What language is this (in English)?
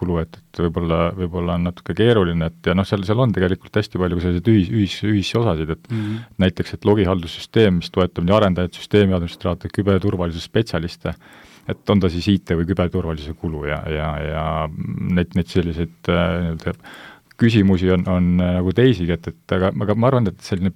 Estonian